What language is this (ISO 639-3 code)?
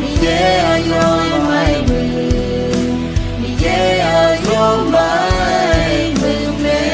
ahk